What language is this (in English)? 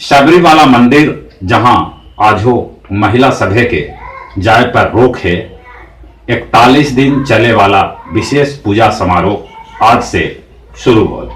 Magahi